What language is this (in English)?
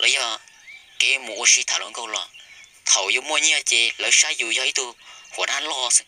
Hmong